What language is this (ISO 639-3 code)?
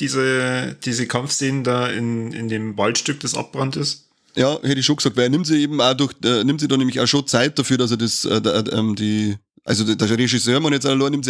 bar